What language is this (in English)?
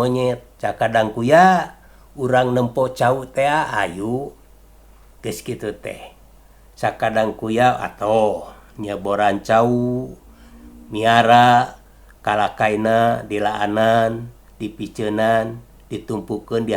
Sundanese